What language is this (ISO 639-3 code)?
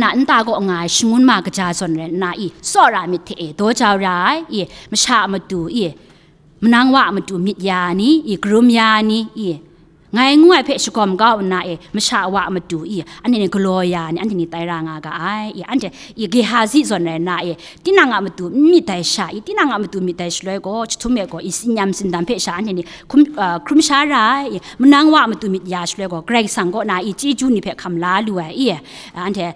kac